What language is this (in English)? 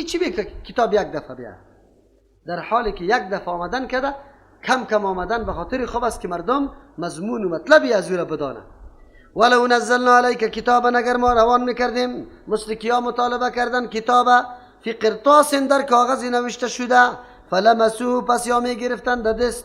Persian